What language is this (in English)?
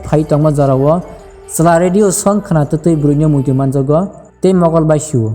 Kok Borok